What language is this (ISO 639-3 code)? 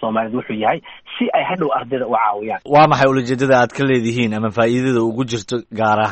som